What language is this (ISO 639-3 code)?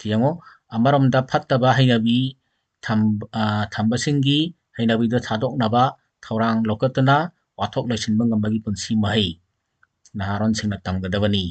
mni